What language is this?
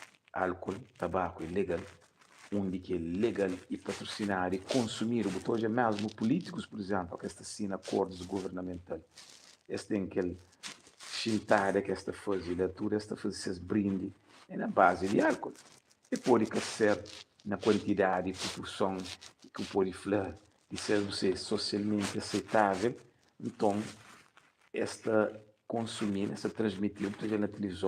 Kabuverdianu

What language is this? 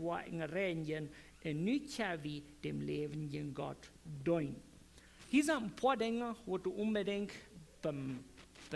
Plautdietsch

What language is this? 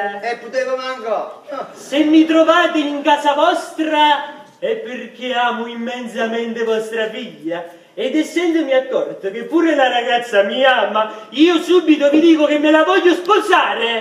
Neapolitan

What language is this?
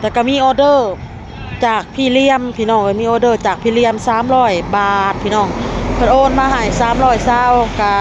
Northeastern Thai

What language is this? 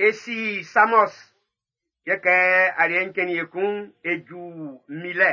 Baoulé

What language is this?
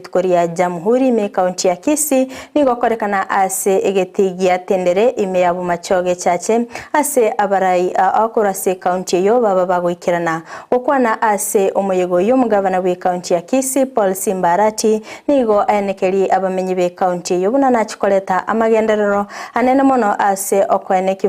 Gusii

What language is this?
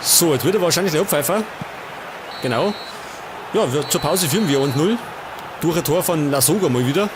Bavarian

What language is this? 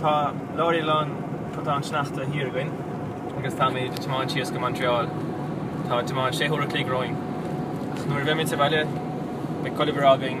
Irish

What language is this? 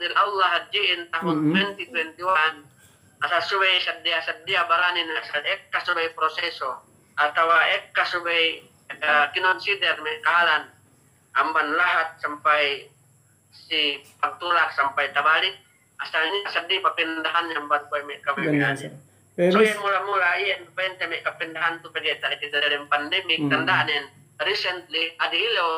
Yakan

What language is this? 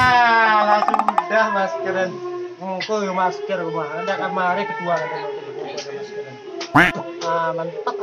Minangkabau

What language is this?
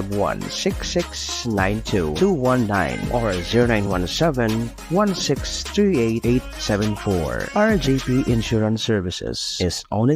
Bikol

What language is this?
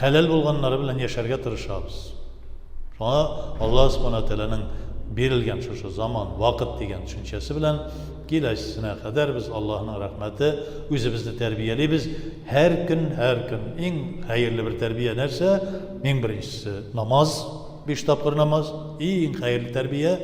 Tatar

